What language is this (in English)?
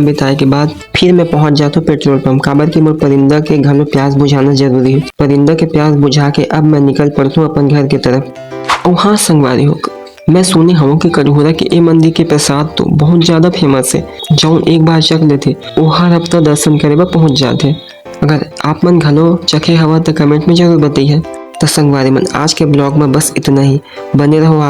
Chhattisgarhi